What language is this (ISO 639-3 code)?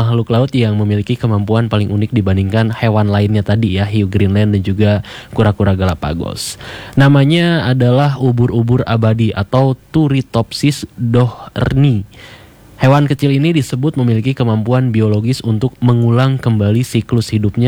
ind